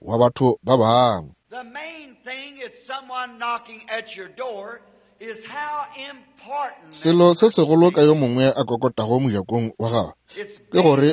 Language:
Northern Sotho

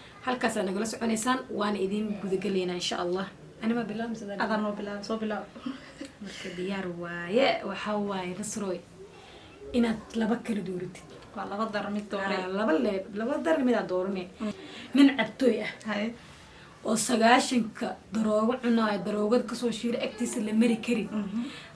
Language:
Somali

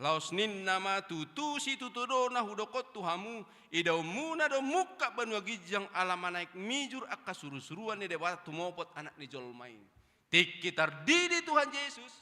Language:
Batak Toba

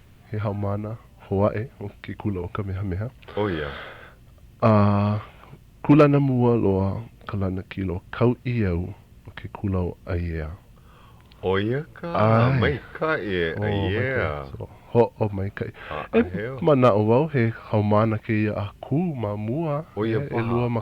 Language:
Hawaiian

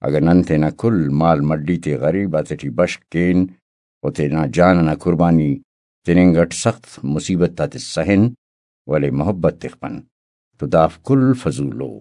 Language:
Brahui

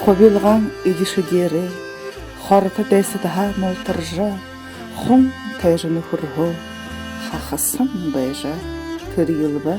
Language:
Buriat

